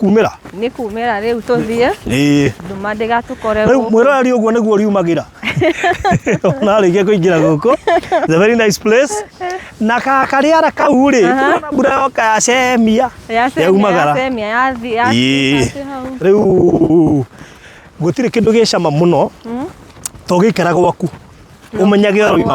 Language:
Kikuyu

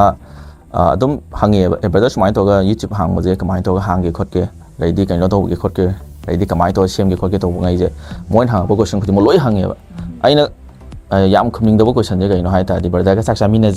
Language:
Manipuri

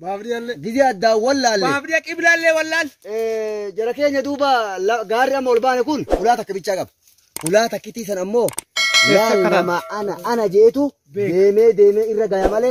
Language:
Oromo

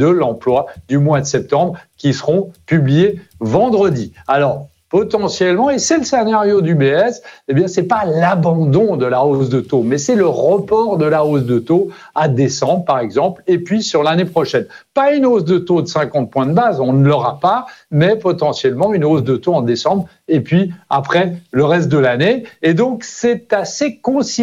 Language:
French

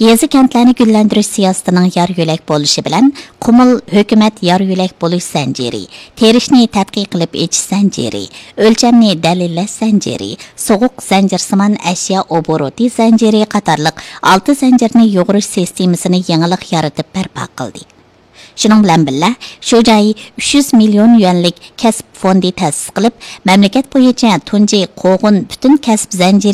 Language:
Uyghur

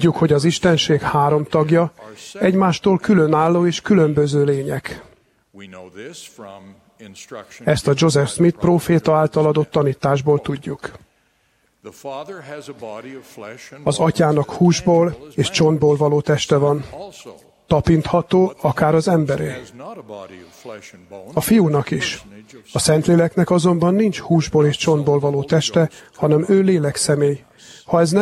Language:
Hungarian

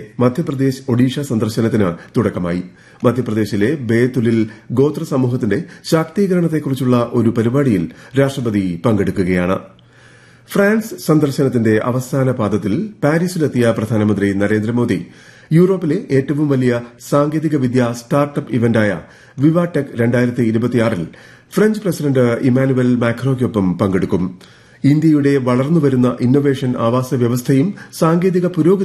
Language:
Malayalam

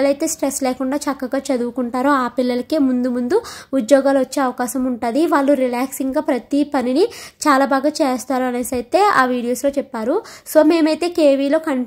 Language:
Telugu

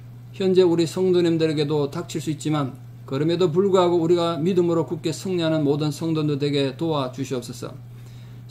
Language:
Korean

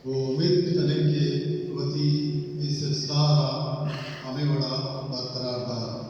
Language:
Baluchi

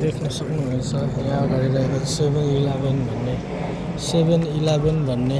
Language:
Nepali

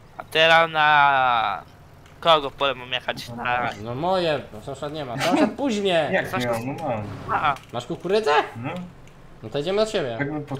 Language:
Polish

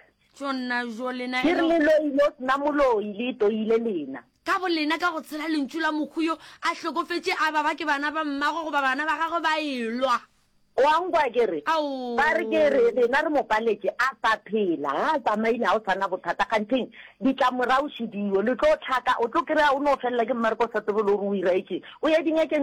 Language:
Northern Sotho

